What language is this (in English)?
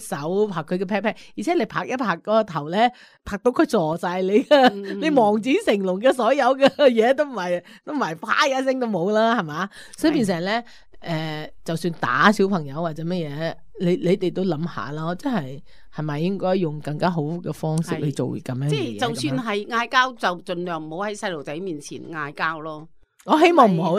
Cantonese